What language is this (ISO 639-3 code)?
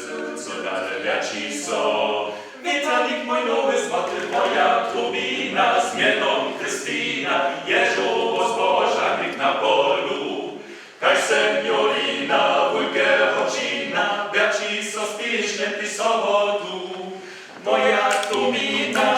hsb